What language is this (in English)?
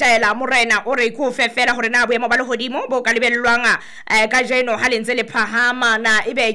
Southern Sotho